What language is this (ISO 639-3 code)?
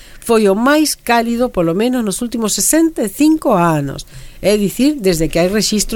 glg